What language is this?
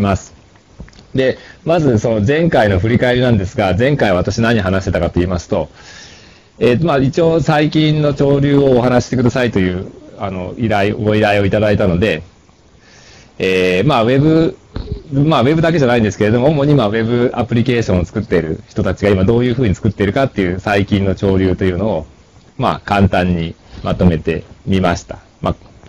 Japanese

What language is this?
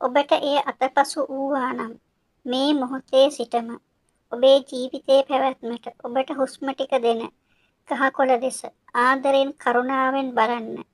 Sinhala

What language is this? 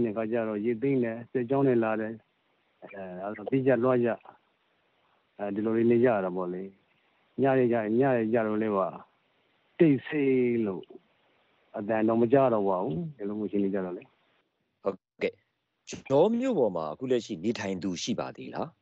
Burmese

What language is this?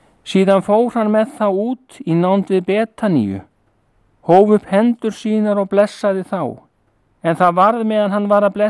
Icelandic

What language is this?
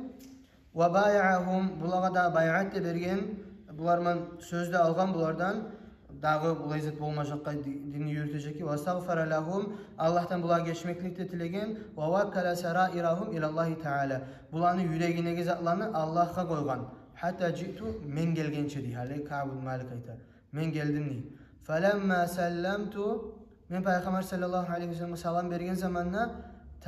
Kumyk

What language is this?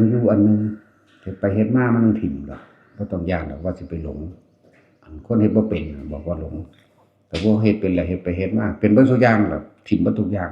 Northeastern Thai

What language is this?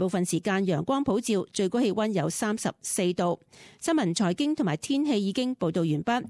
Cantonese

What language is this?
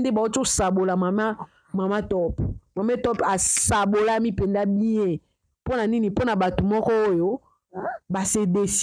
Lingala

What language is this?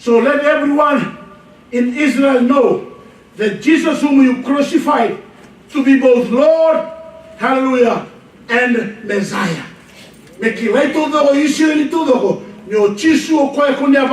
Fijian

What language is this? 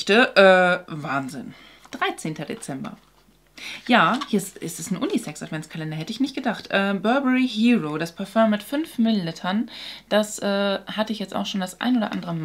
German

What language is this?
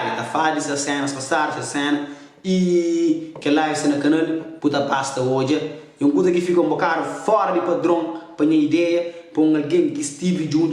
Kabuverdianu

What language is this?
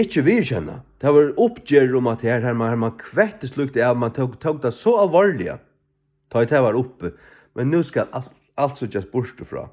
Faroese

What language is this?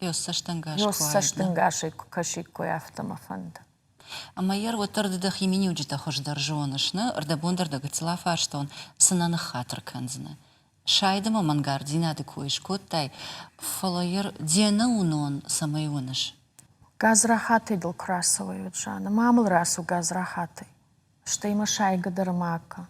Ossetic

